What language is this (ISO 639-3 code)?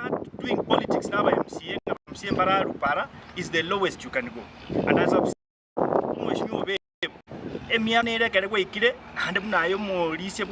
guz